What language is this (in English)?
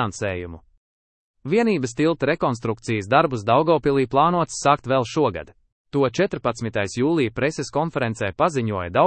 Latvian